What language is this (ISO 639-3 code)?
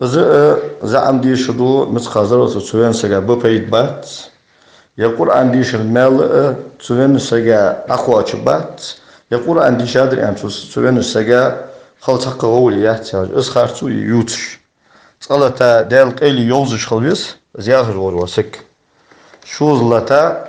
inh